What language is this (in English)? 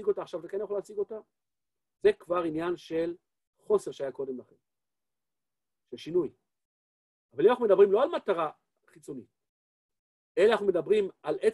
Hebrew